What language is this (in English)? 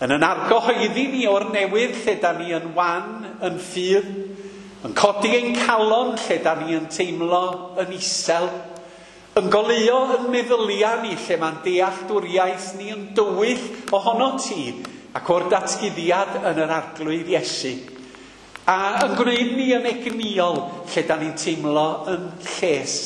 Welsh